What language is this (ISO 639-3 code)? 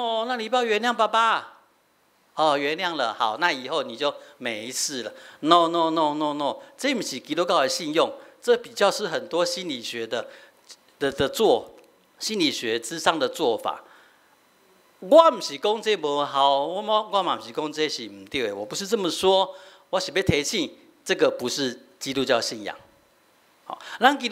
nan